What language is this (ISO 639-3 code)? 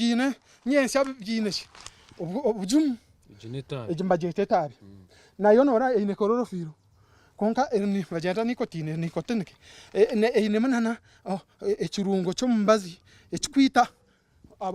nyn